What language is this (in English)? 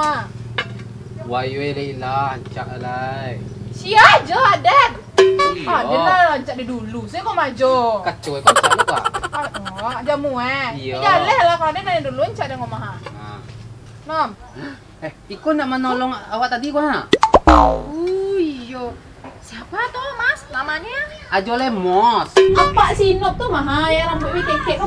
Minangkabau